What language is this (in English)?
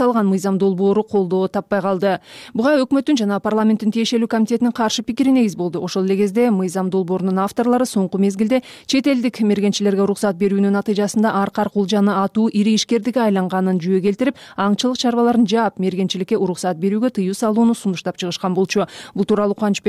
Kyrgyz